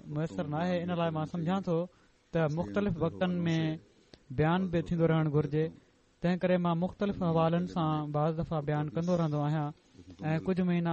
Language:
Sindhi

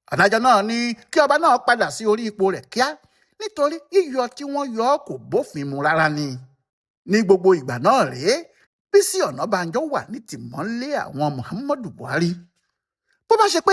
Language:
Yoruba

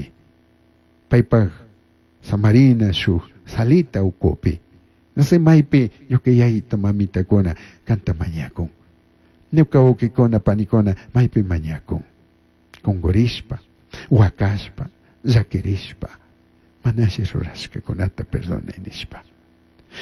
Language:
Chimborazo Highland Quichua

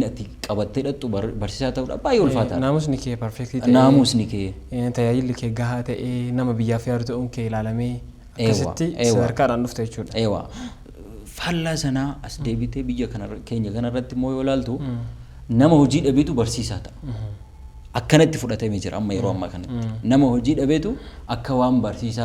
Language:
Oromo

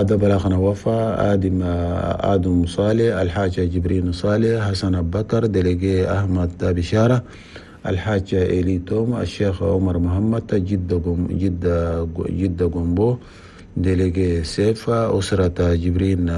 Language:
Chadian Arabic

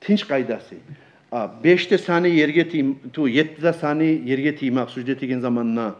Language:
Kumyk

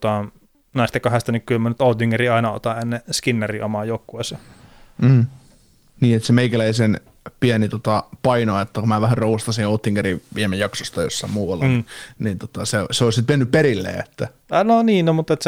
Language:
Finnish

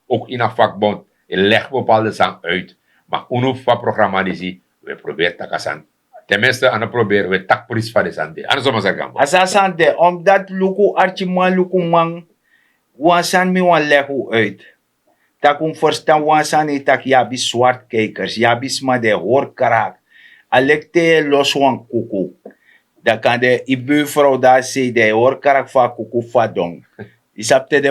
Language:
Sranan Tongo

